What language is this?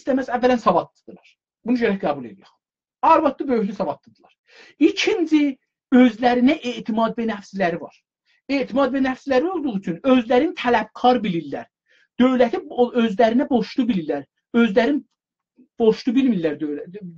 South Azerbaijani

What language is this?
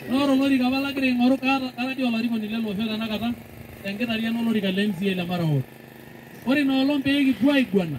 Masai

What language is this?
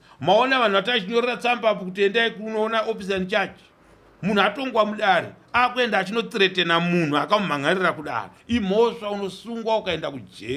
Shona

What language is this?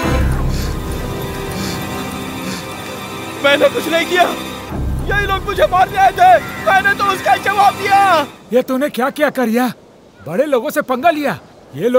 Hindi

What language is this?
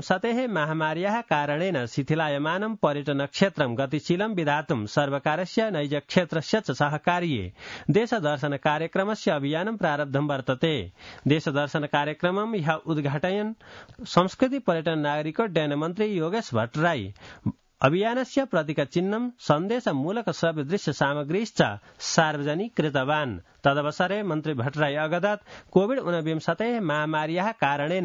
Sanskrit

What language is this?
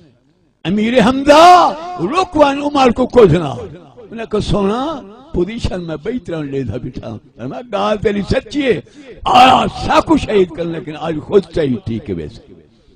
Saraiki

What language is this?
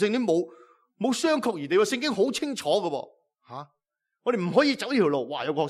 Cantonese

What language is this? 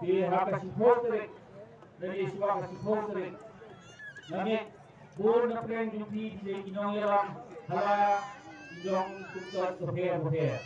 Khasi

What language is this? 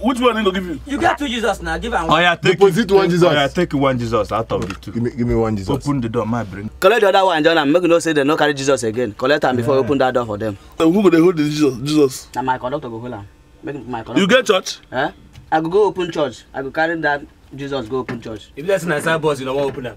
Nigerian Pidgin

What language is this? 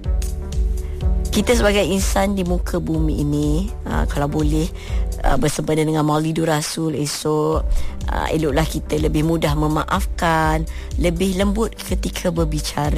Malay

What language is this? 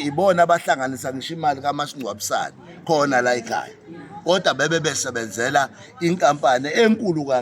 Zulu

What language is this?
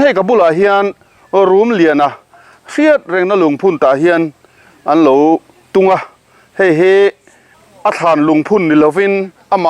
Mizo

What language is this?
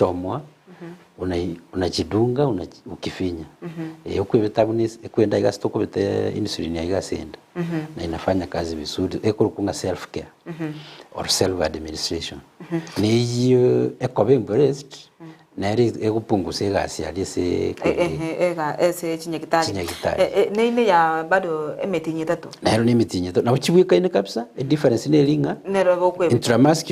Gusii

